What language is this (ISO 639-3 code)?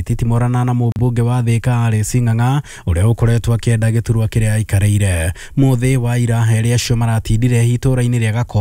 kik